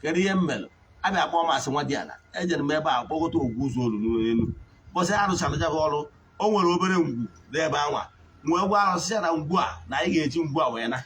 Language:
Igbo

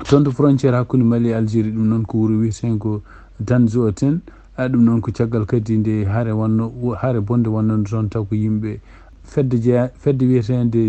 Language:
Fula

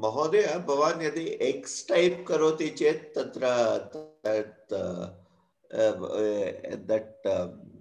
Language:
Sanskrit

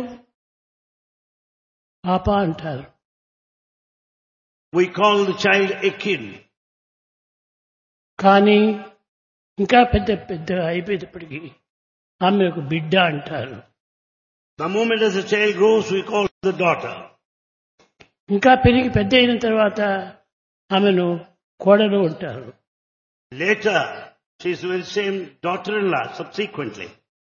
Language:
Telugu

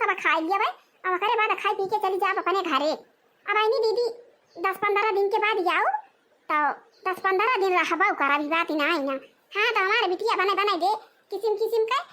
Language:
Awadhi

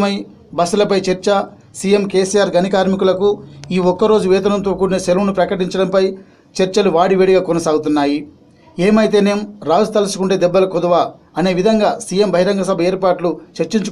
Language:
Telugu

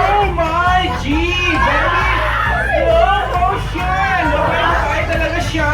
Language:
Cebuano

